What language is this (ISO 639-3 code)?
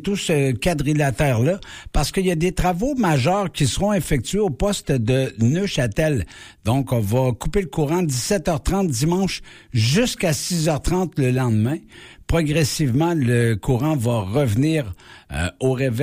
fra